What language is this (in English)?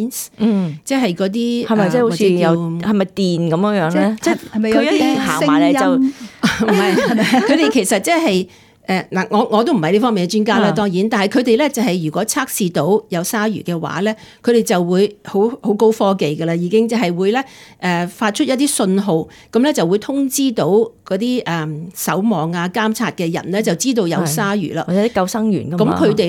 Cantonese